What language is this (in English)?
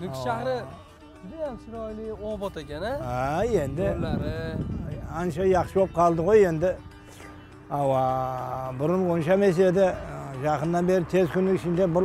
Kara-Kalpak